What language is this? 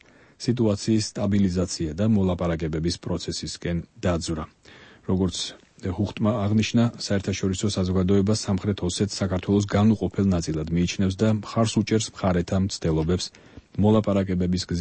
Georgian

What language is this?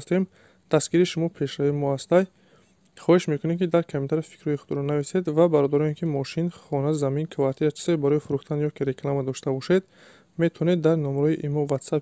Tajik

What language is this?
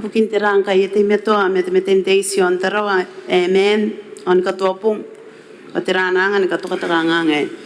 Gilbertese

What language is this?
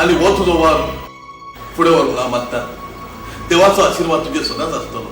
Konkani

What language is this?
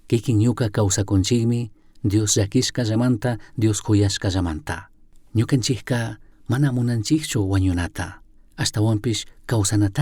Chimborazo Highland Quichua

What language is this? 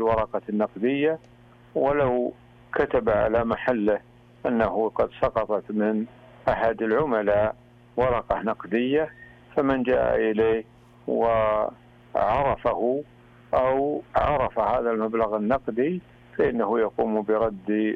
Arabic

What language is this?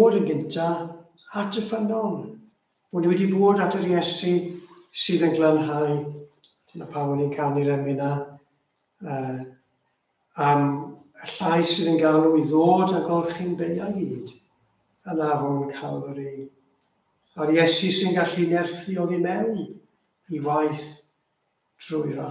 Welsh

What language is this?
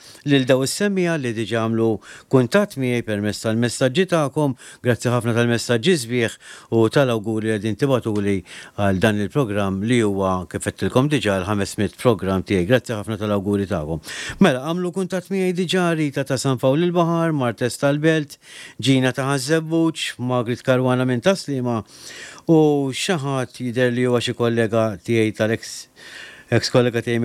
Maltese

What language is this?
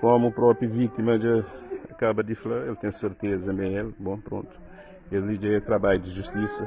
Kabuverdianu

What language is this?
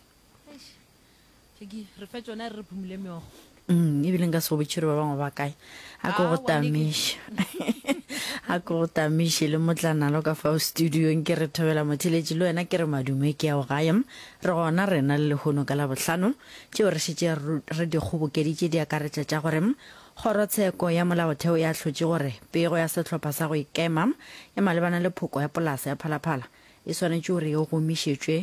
Northern Sotho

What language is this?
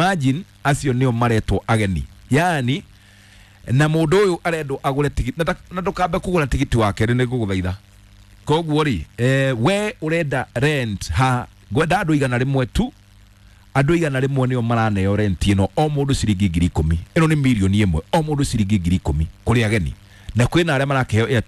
Kikuyu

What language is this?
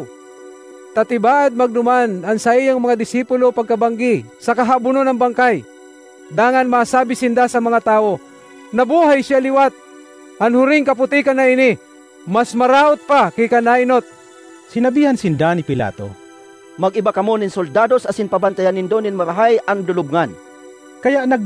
Bikol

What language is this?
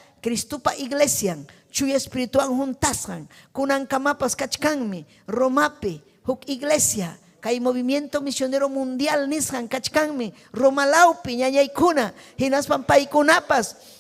Ayacucho Quechua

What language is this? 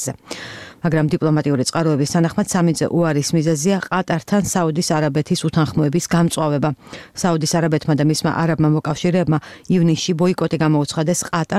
Georgian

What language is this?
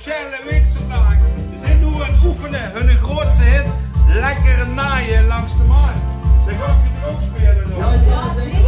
Limburgish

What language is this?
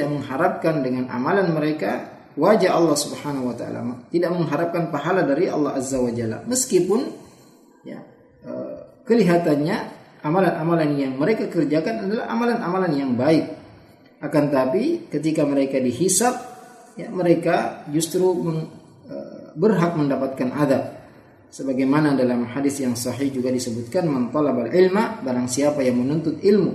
Indonesian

